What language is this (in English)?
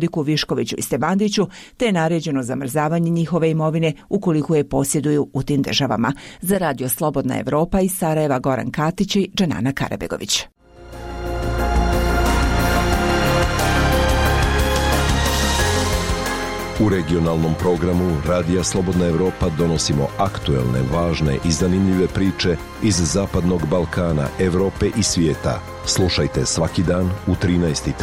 Bosnian